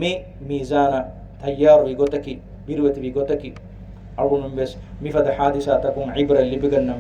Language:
Divehi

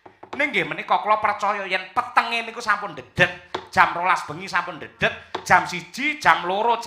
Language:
Javanese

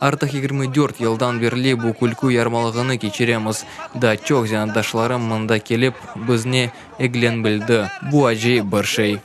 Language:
Crimean Tatar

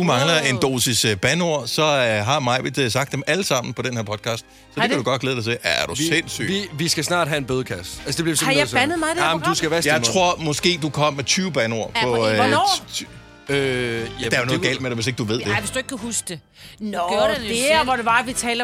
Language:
Danish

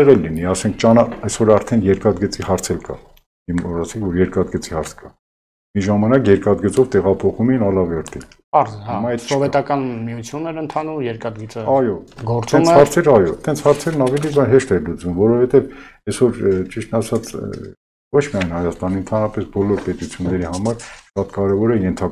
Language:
Armenian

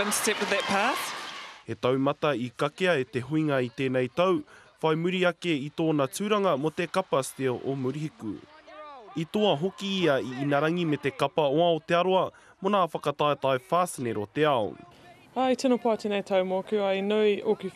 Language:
Māori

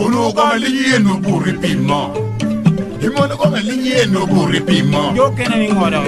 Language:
Lango (Uganda)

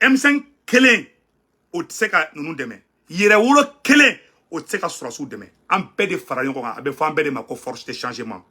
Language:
Bambara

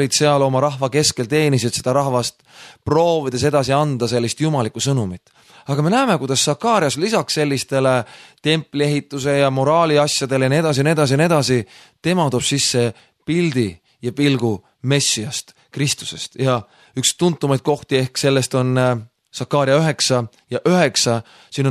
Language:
Estonian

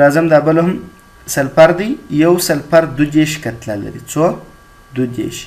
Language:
Pashto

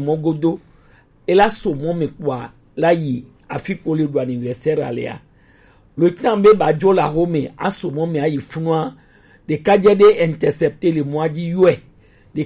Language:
Gen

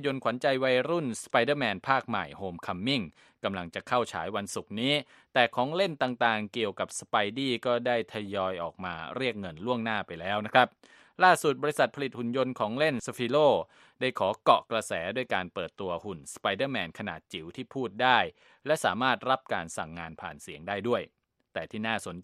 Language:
Thai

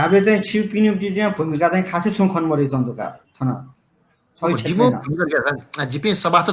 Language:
Newari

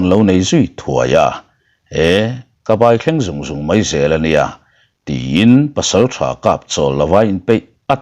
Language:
Mizo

